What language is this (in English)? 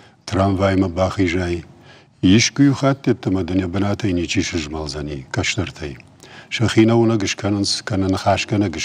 Ossetic